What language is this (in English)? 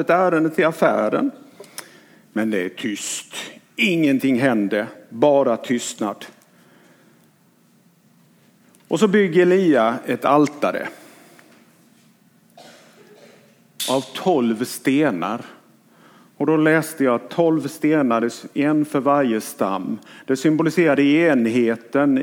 Swedish